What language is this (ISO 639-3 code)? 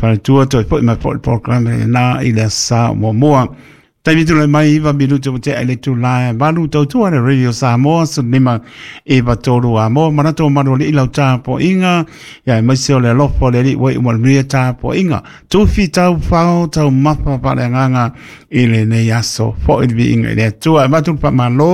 smo